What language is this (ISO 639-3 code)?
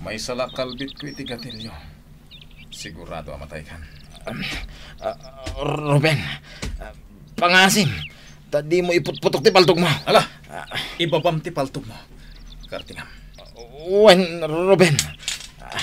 ilo